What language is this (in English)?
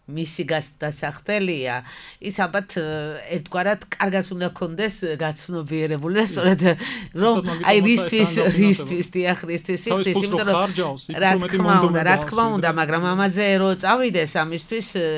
Georgian